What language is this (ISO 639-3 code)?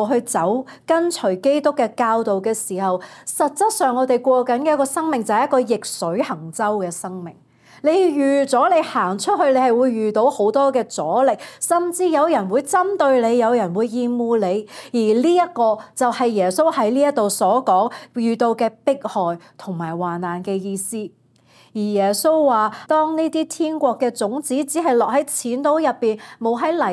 yue